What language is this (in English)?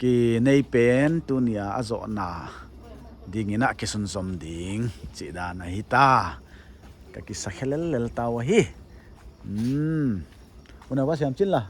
Paite Chin